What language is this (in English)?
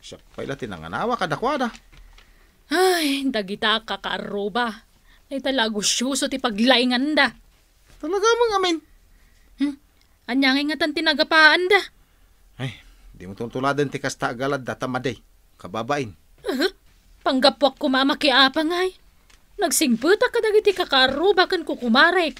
Iloko